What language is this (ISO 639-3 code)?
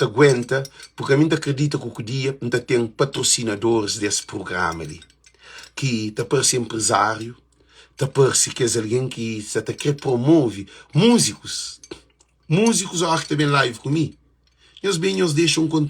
kea